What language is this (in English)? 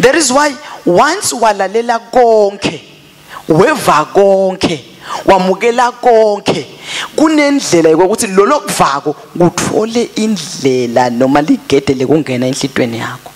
Swati